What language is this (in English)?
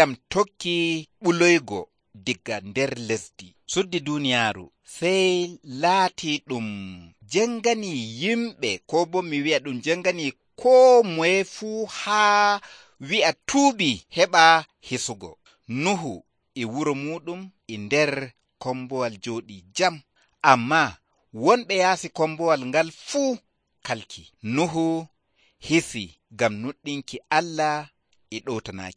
Nigerian Fulfulde